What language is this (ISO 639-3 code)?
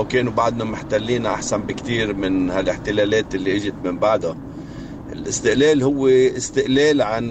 apc